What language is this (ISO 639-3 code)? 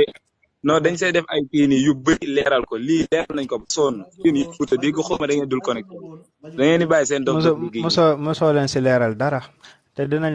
wol